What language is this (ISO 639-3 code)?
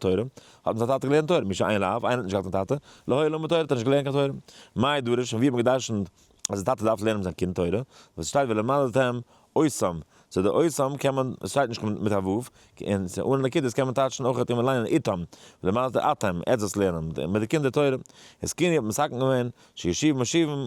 yid